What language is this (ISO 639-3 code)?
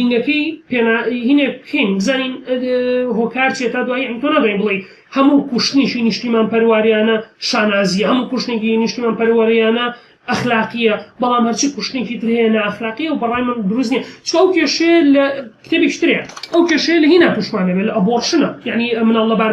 ckb